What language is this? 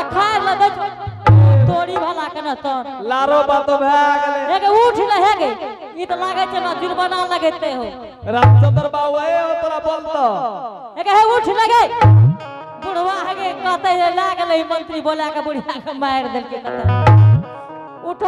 Angika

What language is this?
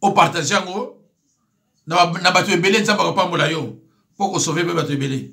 Lingala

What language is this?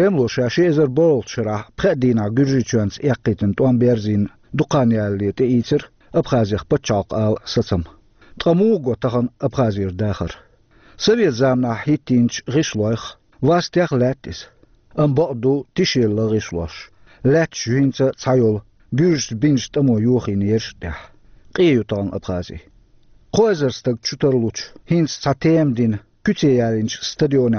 Chechen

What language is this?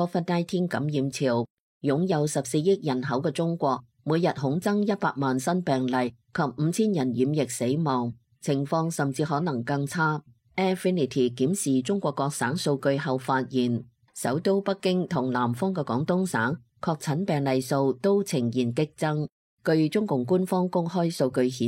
Cantonese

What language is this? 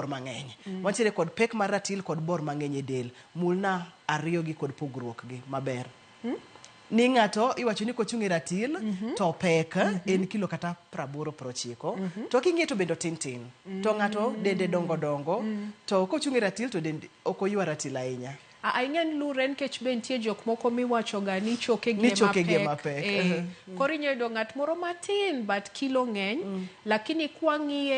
Luo (Kenya and Tanzania)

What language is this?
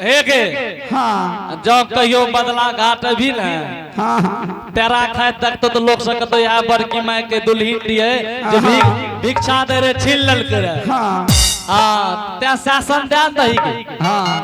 Angika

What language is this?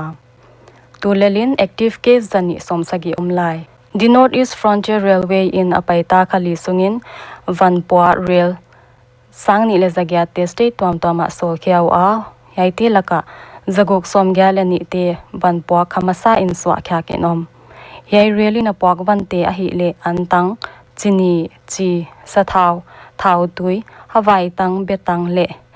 Paite Chin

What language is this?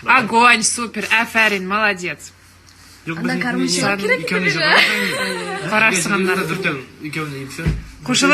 Tatar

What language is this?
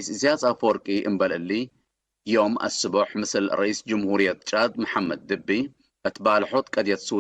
Tigre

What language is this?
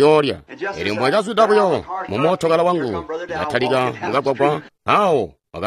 Tonga (Zambia)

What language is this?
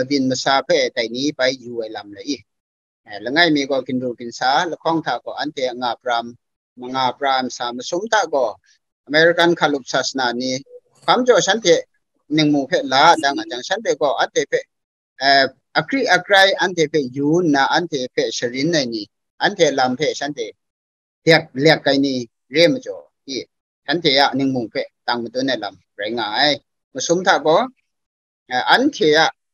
Kachin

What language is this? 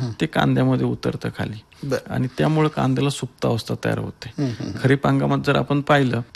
Marathi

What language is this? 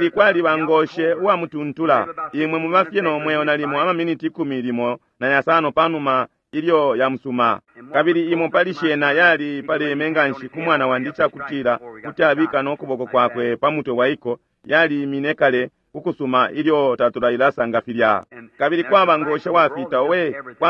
Bemba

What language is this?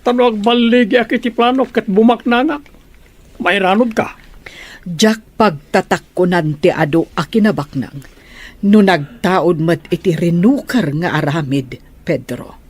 Iloko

